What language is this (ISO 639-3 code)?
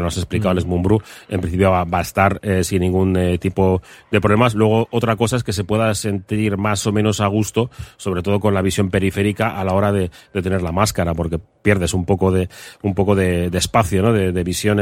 spa